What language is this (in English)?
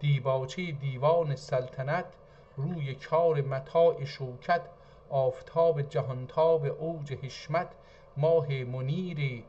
South Azerbaijani